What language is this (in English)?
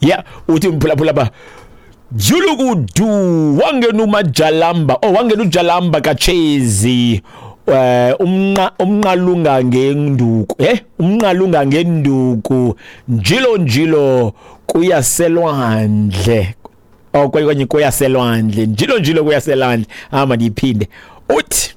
Xhosa